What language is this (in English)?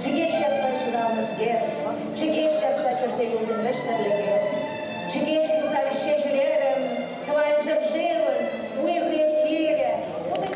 Chuvash